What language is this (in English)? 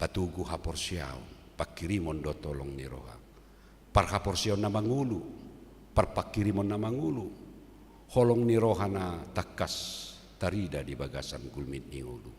Batak Toba